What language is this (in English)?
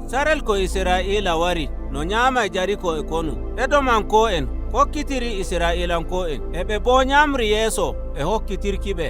Nigerian Fulfulde